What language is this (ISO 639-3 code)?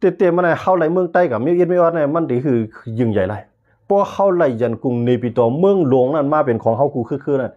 shn